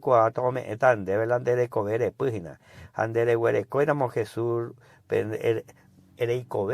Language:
Guarani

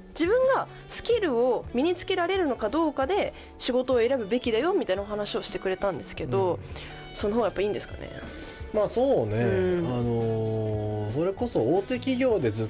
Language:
Japanese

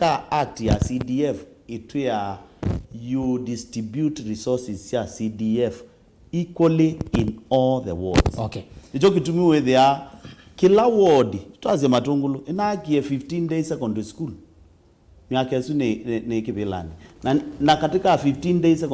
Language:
Kamba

